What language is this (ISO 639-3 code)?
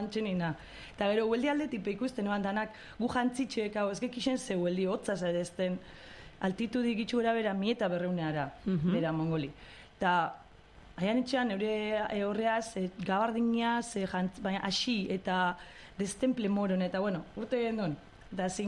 eus